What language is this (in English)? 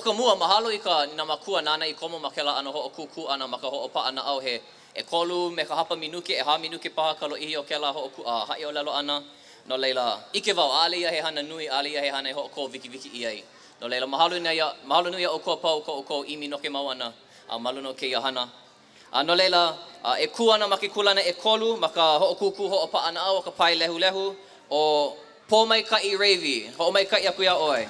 Hawaiian